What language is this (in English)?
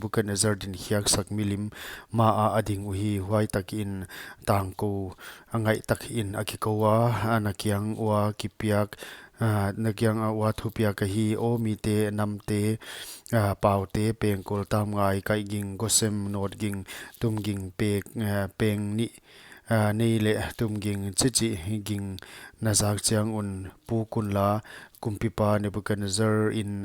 Paite Chin